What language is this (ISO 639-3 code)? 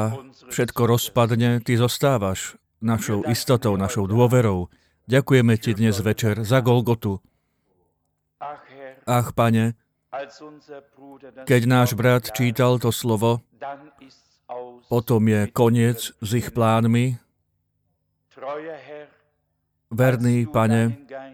slk